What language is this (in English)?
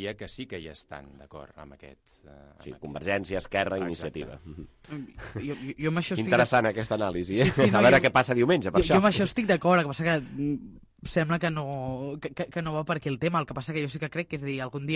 Catalan